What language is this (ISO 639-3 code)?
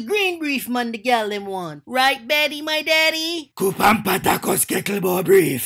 jam